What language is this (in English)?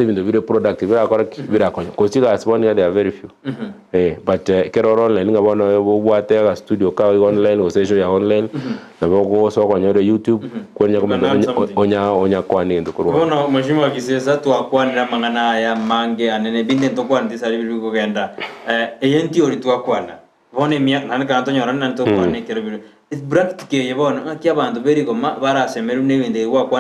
Gusii